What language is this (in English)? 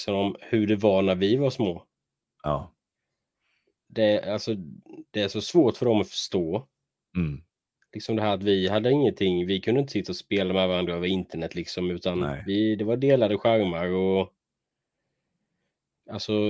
Swedish